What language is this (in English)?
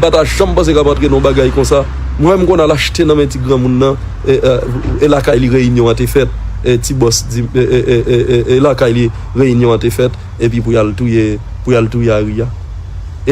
Haitian Creole